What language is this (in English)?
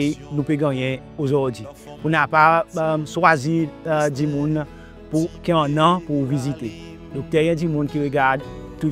Seselwa Creole French